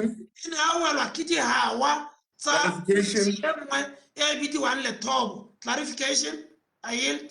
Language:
Tswana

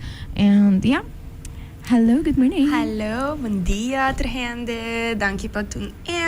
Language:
Papiamento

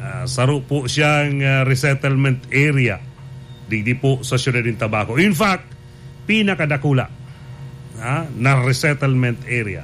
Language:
Bikol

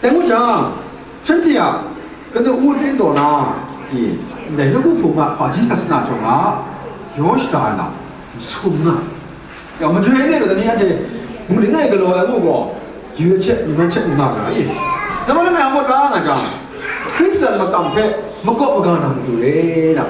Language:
Kachin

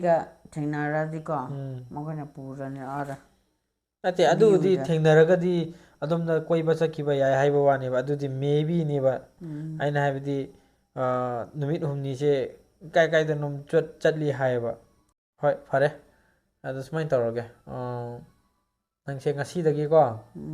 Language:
Manipuri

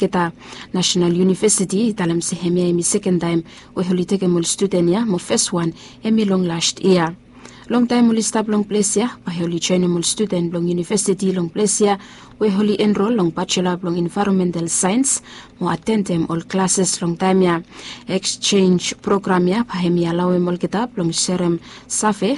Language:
Bislama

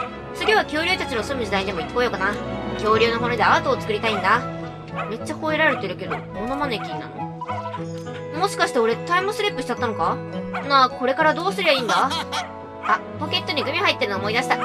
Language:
Japanese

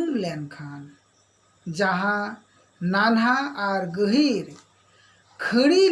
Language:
Santali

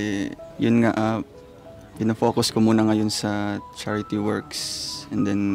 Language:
Filipino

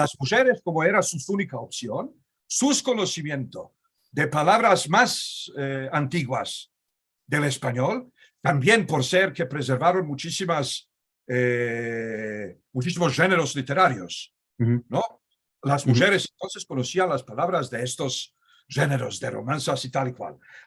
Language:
Ladino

